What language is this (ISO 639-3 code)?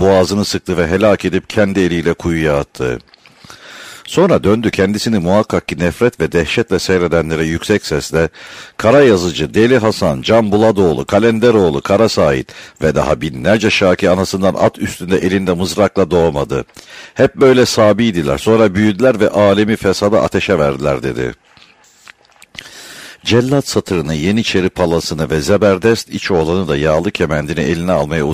tur